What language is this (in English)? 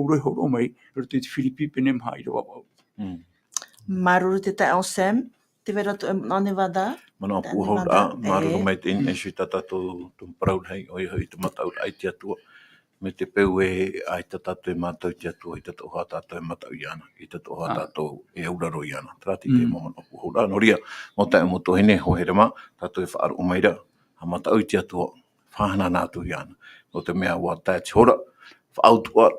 Tahitian